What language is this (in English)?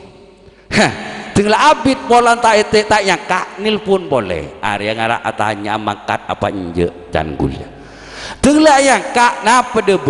Madurese